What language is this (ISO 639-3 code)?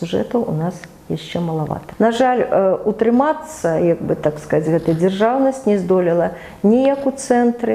bel